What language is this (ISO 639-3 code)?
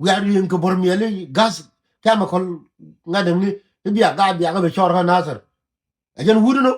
nus